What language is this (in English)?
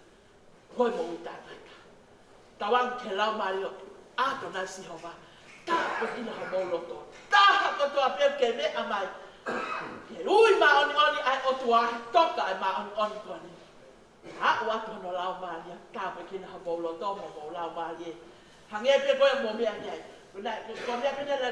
Tongan